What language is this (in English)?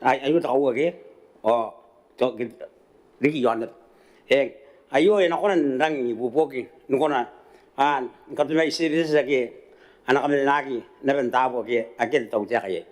Gilbertese